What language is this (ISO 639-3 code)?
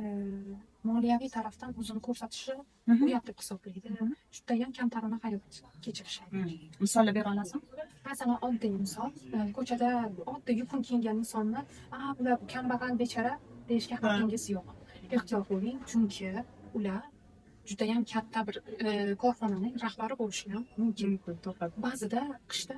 uzb